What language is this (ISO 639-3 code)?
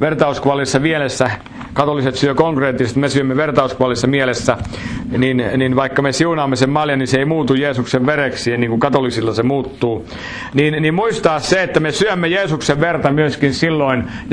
fin